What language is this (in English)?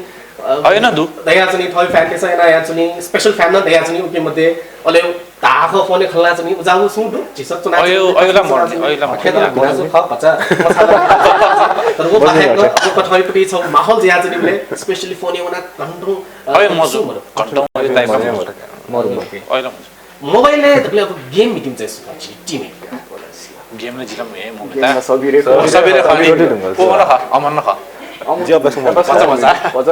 Newari